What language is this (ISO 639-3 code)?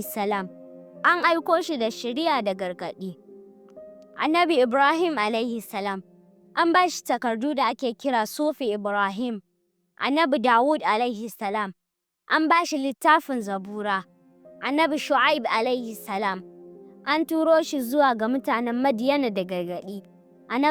hau